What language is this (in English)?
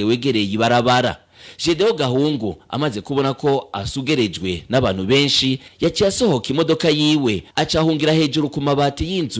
Rundi